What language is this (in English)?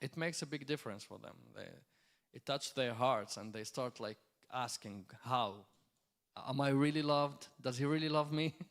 English